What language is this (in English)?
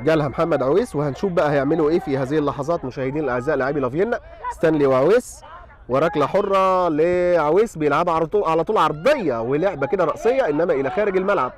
Egyptian Arabic